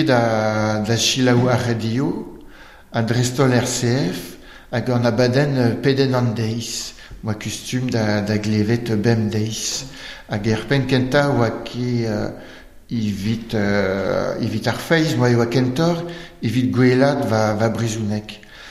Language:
Breton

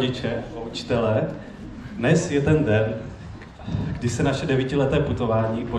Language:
Czech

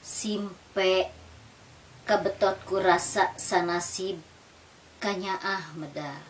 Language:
Sundanese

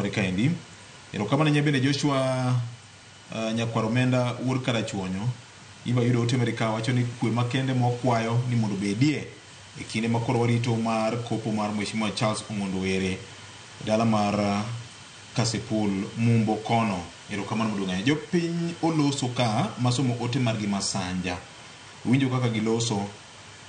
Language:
Luo (Kenya and Tanzania)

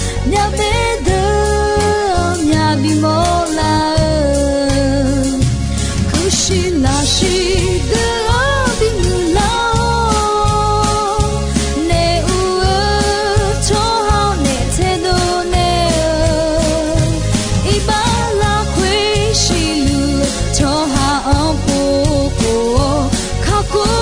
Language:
Akha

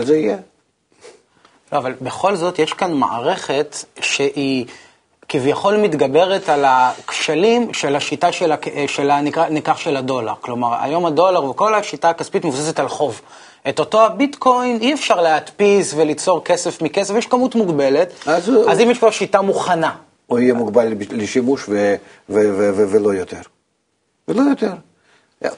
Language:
Hebrew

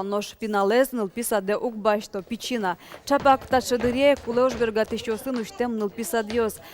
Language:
Udmurt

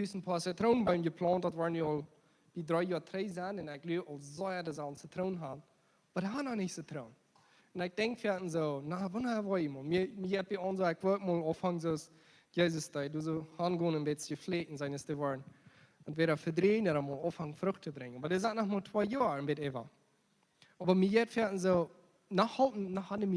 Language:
Plautdietsch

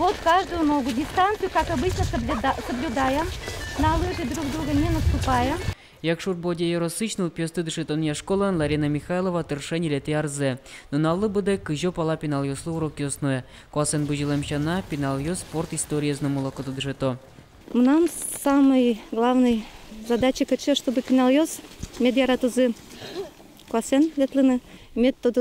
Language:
Udmurt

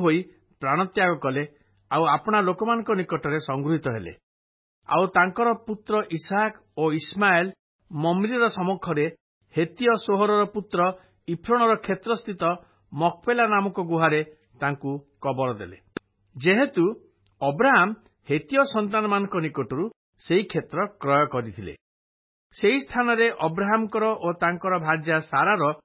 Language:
Odia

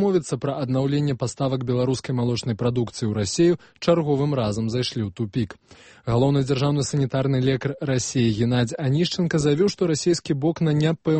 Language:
Belarusian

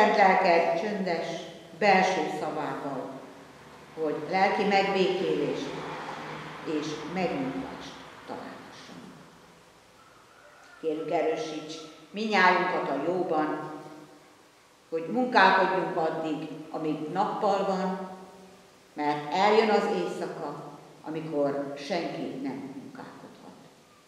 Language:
Hungarian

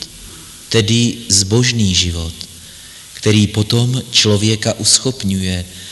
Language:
Czech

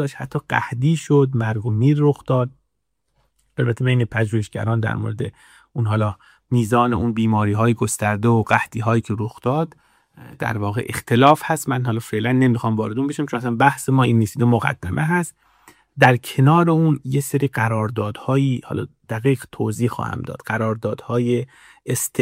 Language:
Persian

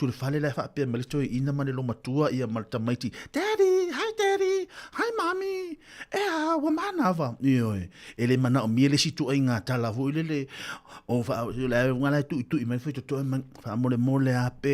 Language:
Samoan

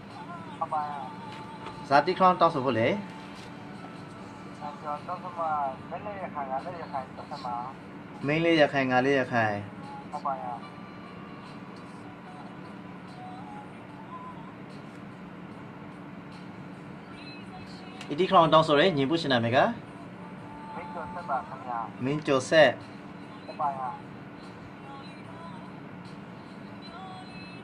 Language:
Burmese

